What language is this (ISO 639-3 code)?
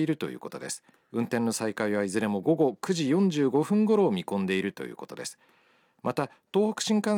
jpn